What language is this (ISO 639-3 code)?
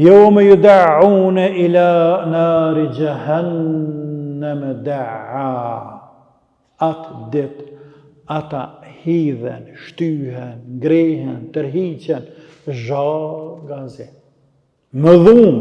sqi